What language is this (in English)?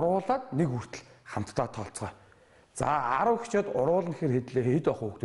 Mongolian